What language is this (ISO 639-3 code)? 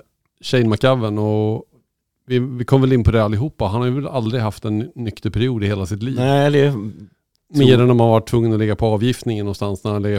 swe